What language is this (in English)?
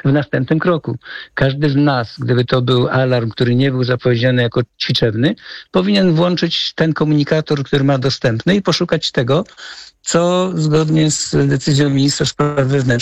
Polish